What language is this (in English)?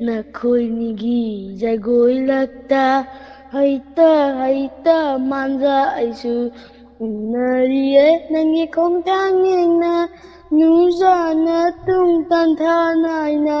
Manipuri